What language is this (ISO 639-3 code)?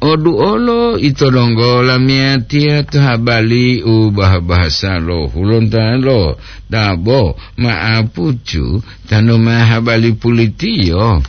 gor